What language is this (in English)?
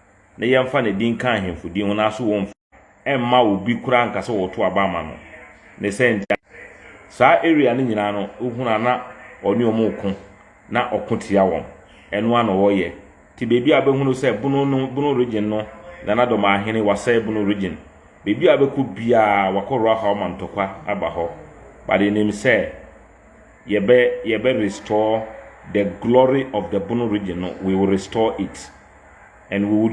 Akan